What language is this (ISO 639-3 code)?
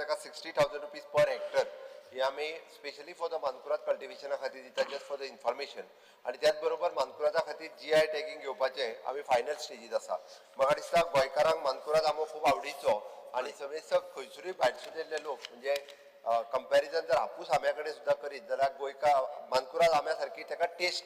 kok